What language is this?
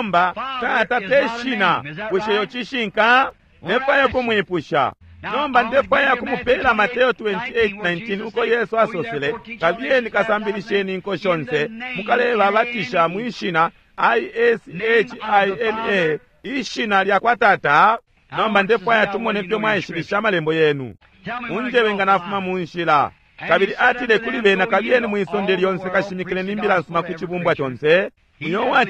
Bemba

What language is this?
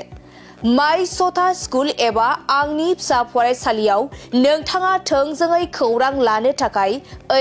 Bodo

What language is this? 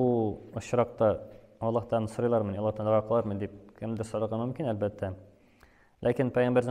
Tatar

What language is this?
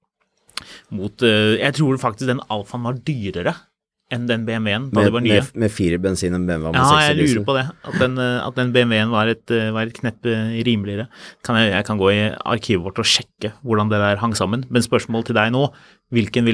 Norwegian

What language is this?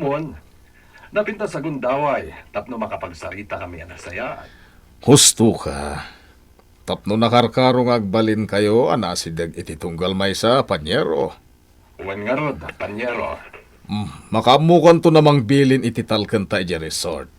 Iloko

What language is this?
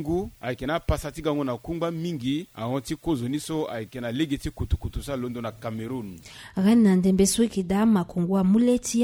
Sango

